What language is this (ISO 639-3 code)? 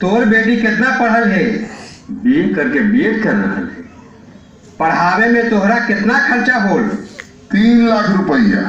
mag